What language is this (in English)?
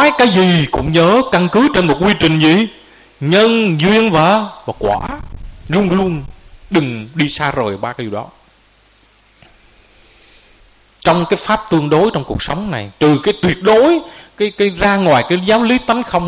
Vietnamese